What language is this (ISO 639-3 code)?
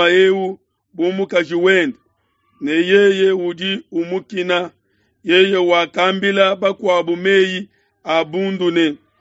lua